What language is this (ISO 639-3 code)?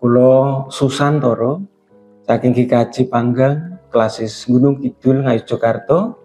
jav